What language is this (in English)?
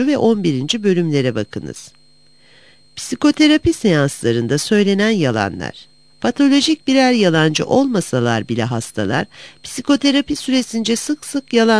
Turkish